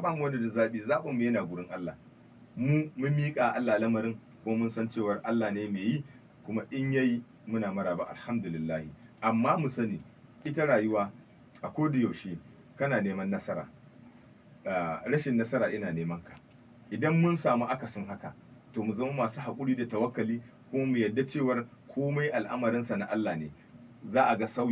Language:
Hausa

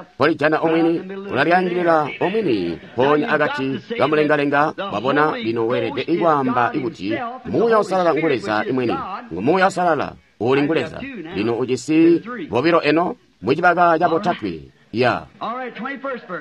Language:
Tonga (Zambia)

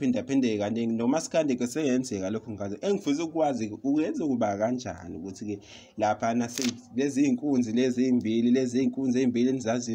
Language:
Zulu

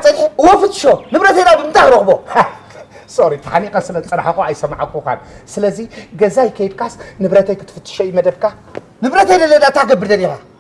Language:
Tigrinya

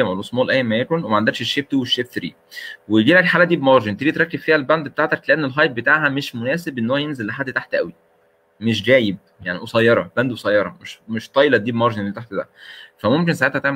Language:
Egyptian Arabic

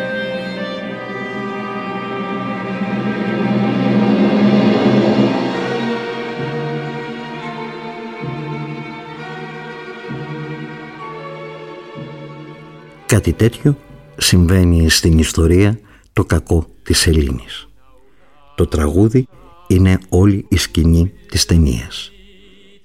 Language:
Greek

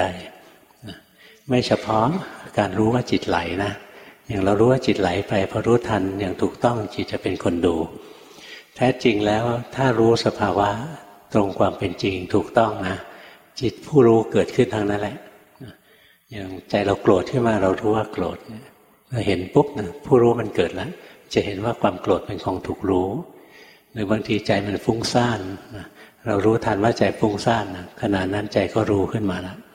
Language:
Thai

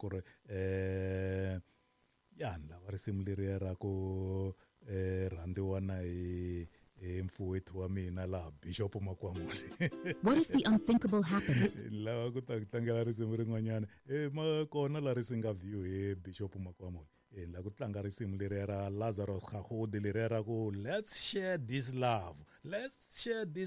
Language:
Tsonga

